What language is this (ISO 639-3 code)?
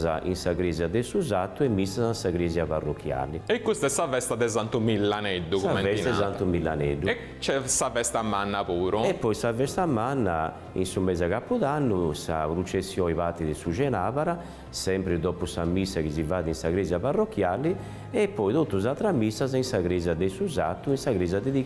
srd